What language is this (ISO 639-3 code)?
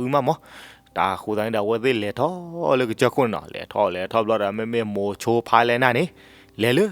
ksw